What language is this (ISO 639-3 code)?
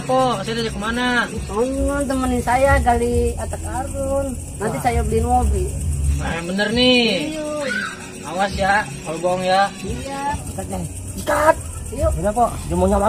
bew